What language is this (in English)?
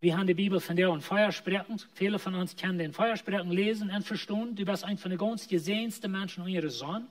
Plautdietsch